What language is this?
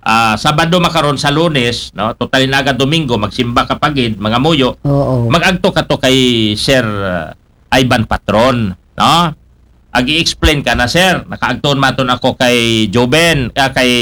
Aklanon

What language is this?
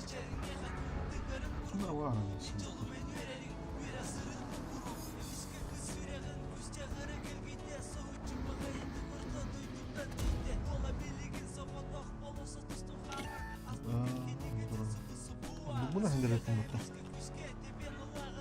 Yakut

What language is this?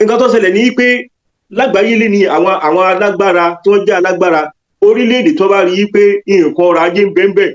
Yoruba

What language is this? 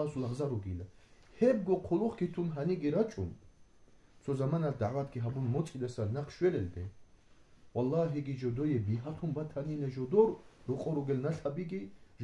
Avaric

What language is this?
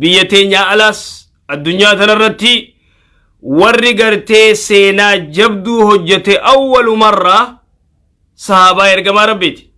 Oromo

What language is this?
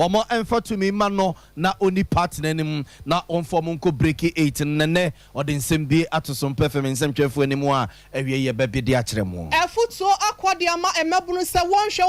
Akan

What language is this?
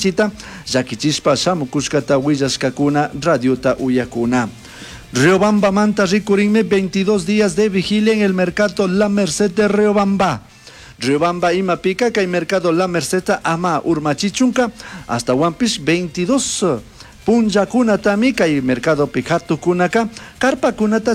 Chimborazo Highland Quichua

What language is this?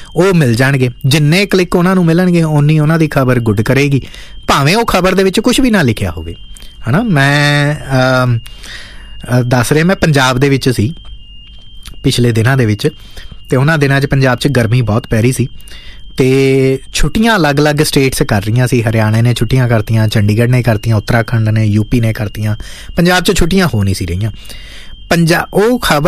Punjabi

